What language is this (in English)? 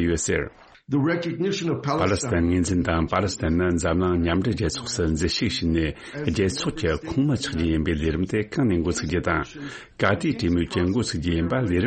Tibetan